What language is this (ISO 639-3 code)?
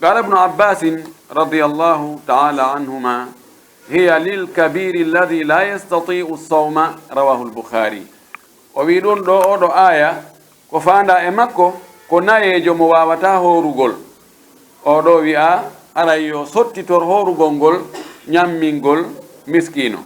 fuf